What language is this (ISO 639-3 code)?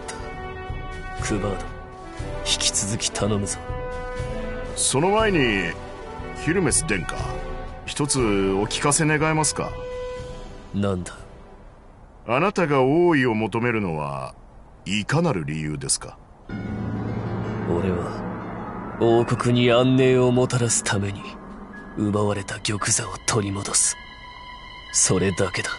jpn